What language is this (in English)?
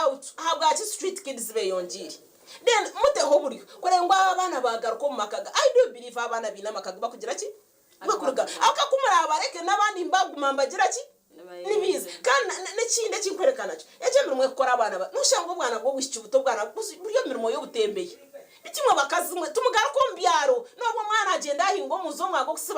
Nyankole